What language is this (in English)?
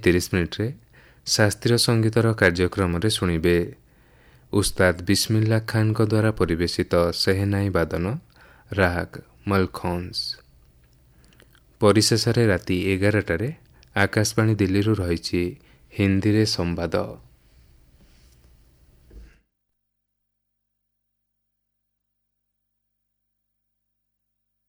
Odia